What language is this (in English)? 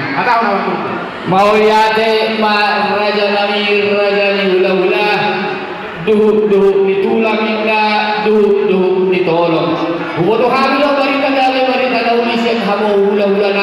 Batak Toba